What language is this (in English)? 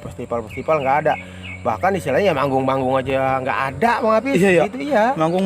Betawi